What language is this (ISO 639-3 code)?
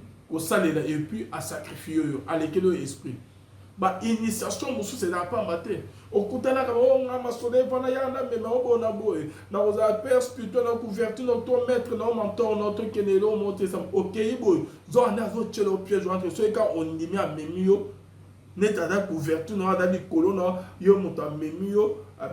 lin